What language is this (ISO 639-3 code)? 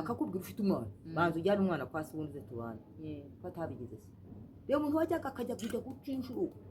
kin